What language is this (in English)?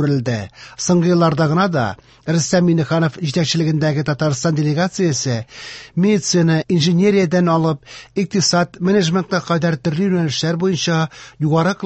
Tatar